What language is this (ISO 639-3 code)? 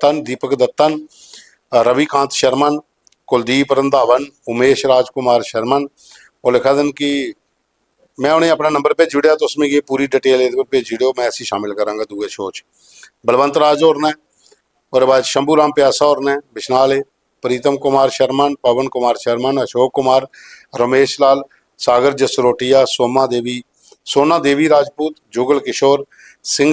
doi